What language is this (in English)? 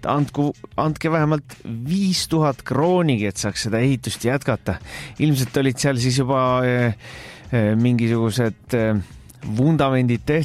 Estonian